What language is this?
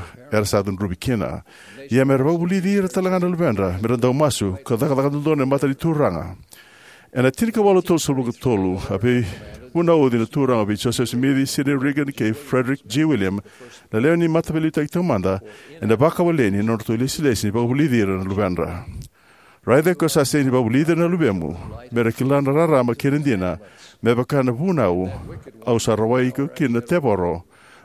Fijian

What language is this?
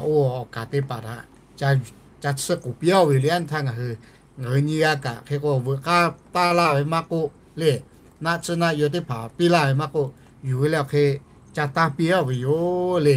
Lahu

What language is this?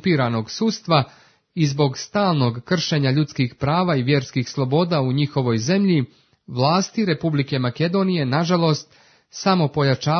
Serbian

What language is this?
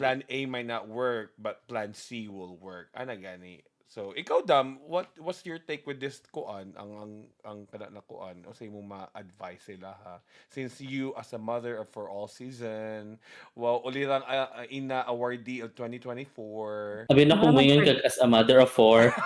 Cebuano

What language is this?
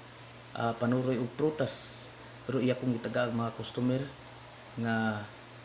Cebuano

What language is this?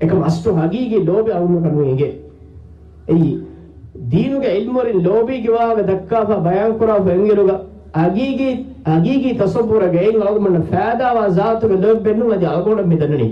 Divehi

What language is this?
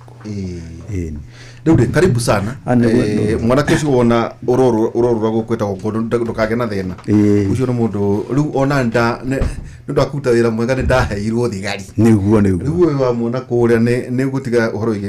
Kikuyu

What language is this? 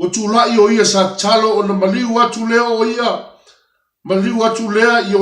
Samoan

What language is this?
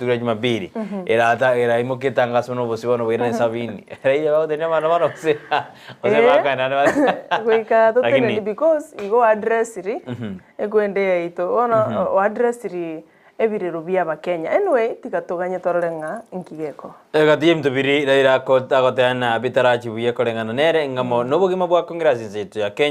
Gusii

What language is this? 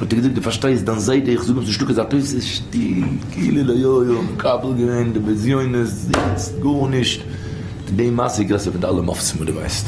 Yiddish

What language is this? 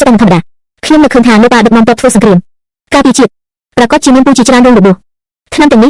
Khmer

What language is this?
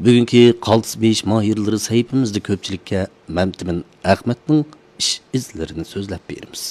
Uyghur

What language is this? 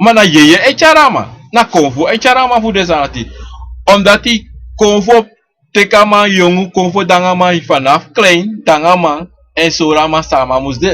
Sranan Tongo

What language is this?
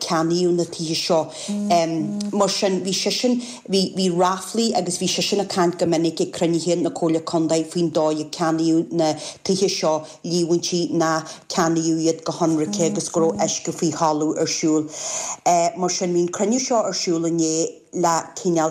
Irish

